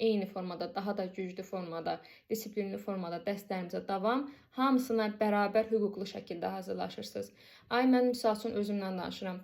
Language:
Azerbaijani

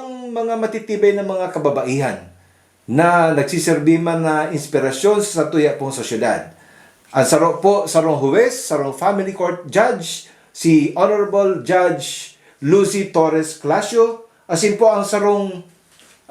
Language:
Bikol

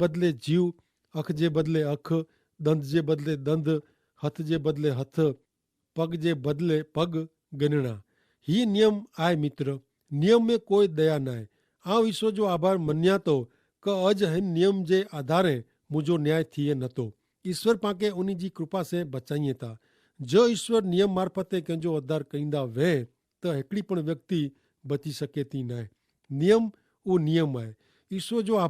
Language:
Kachhi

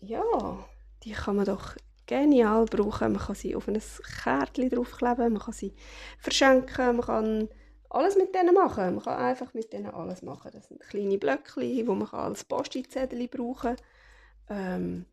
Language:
Swiss German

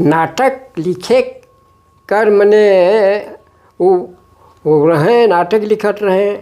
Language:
Sadri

